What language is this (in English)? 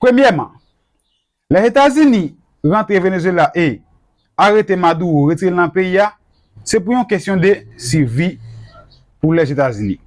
Haitian Creole